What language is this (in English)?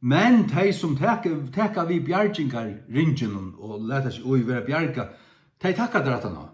Faroese